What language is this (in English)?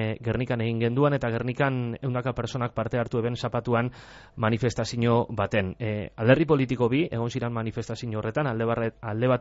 Basque